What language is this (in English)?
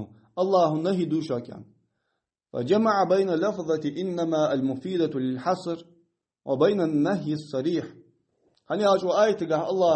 Ingush